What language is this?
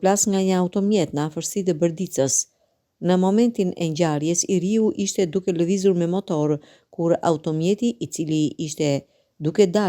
Albanian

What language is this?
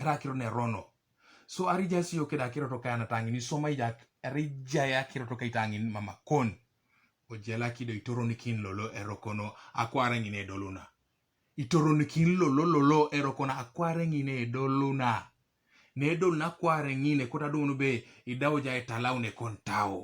Teso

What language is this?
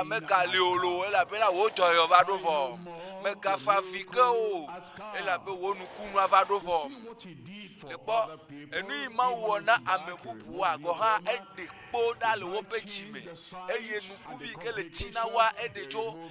Ewe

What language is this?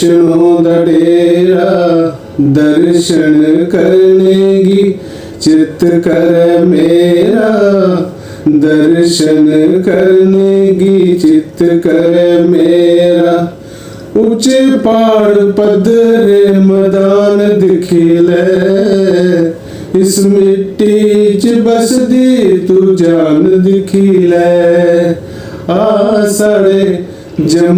Dogri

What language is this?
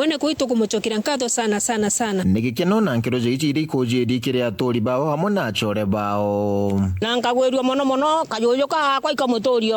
Meru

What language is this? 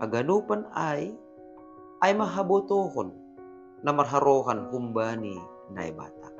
Batak Simalungun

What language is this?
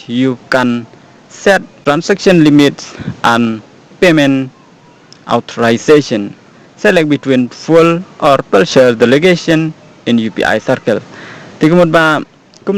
Khasi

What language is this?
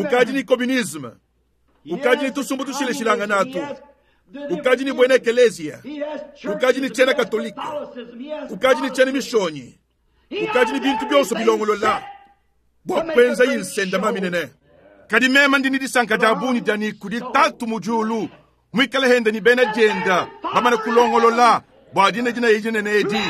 Luba-Lulua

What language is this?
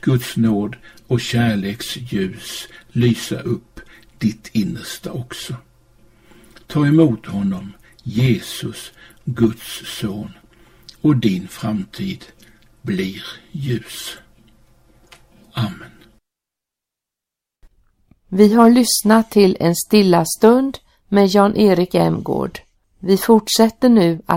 Swedish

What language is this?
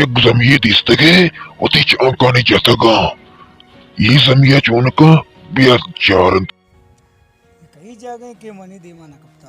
Baluchi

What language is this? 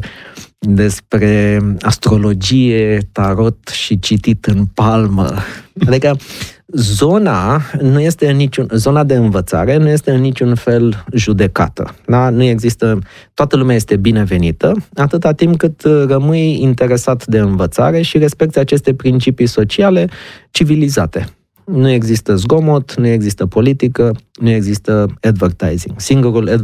Romanian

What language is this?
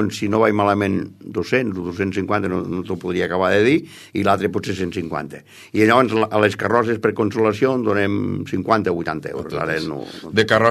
Catalan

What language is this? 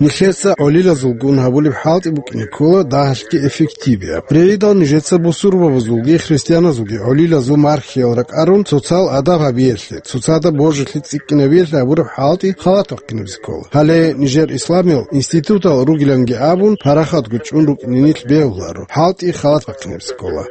Avaric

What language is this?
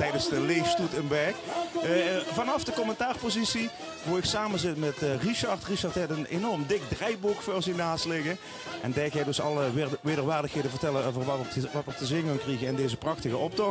Limburgish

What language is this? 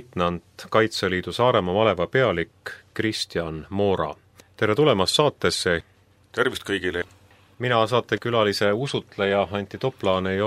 Estonian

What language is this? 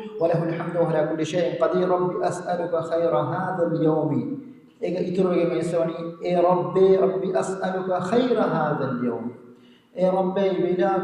Divehi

